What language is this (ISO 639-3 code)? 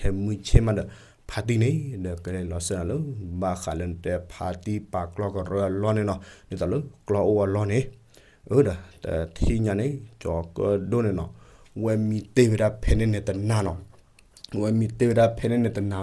ksw